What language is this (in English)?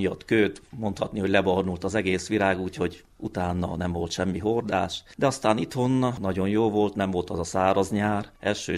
Hungarian